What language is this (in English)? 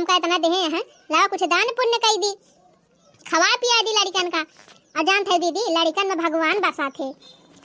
Awadhi